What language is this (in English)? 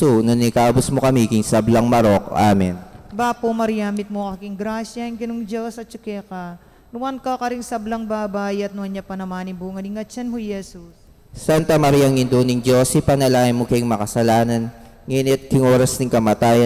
Pampanga